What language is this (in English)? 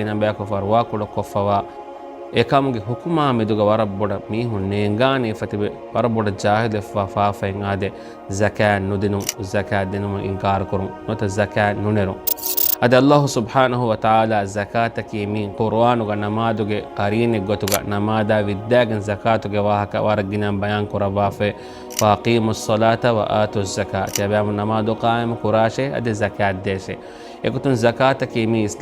Divehi